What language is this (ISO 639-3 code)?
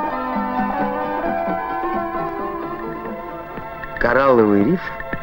rus